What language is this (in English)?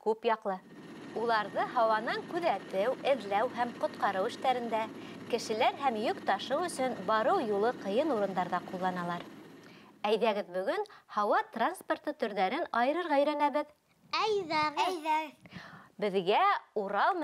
Bashkir